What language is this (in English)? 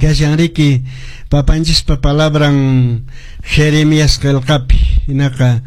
Quechua